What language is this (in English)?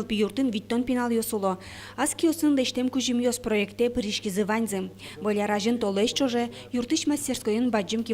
Udmurt